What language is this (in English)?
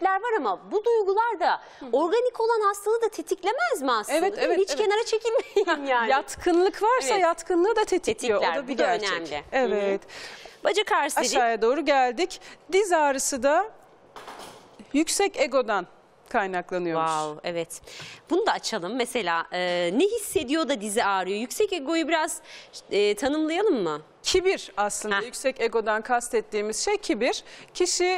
Turkish